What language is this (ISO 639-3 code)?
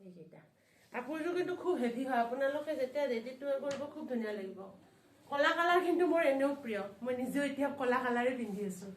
asm